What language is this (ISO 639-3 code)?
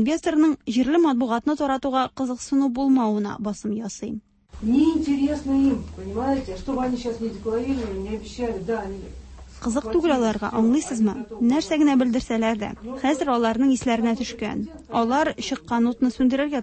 tat